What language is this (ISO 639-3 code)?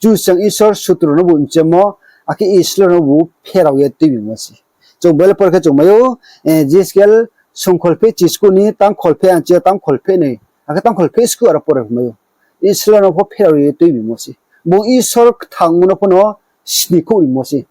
ria